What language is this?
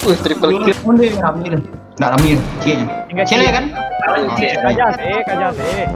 Minangkabau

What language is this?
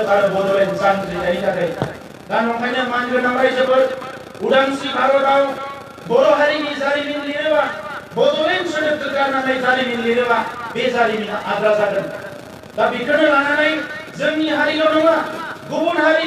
Bodo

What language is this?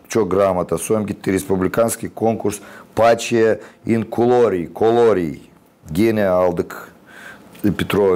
Gagauz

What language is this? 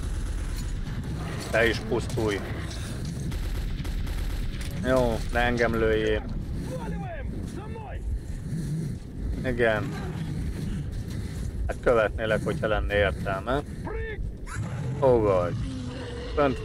Hungarian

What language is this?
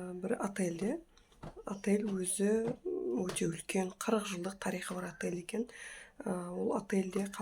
Kazakh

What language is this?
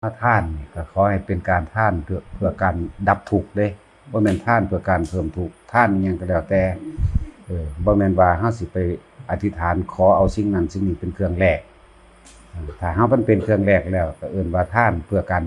Northeastern Thai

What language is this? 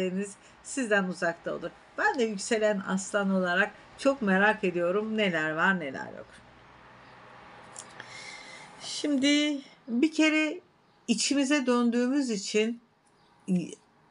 Turkish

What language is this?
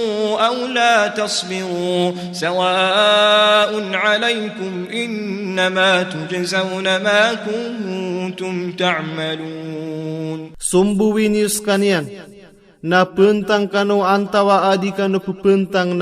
Maranao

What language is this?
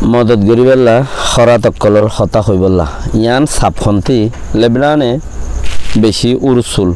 Rohingya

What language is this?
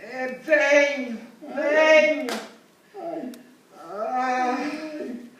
Sicilian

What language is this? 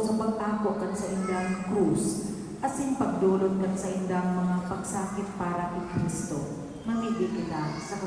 Bikol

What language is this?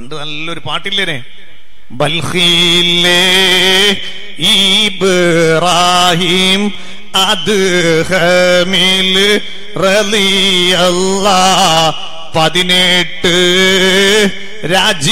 Malayalam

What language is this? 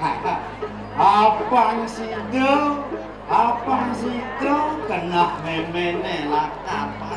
Balinese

